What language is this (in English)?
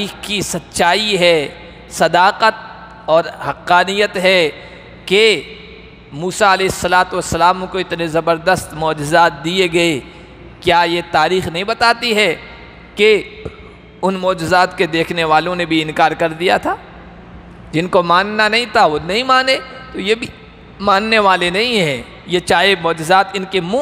Urdu